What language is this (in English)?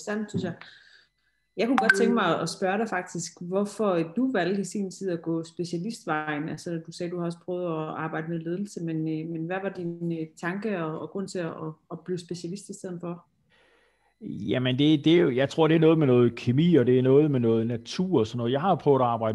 Danish